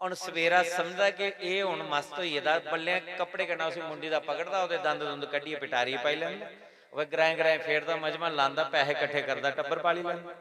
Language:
Dogri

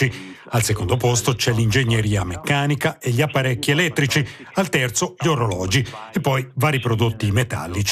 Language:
Italian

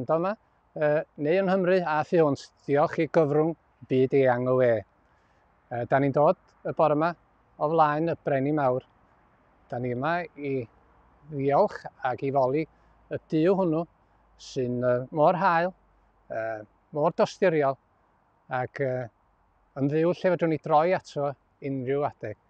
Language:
Welsh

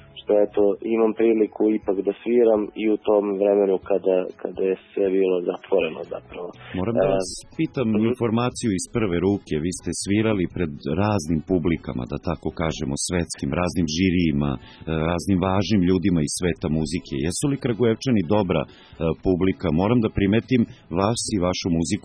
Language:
Serbian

